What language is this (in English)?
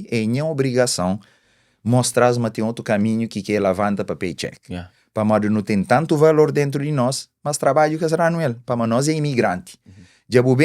Kabuverdianu